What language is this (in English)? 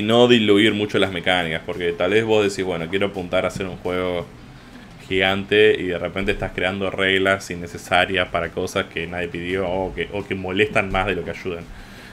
Spanish